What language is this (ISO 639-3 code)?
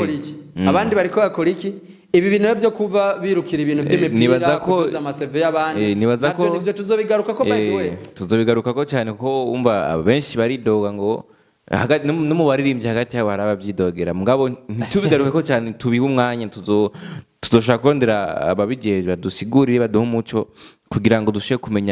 run